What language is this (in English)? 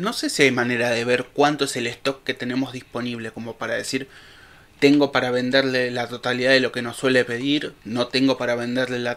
Spanish